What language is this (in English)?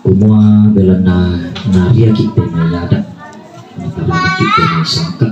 Toraja-Sa'dan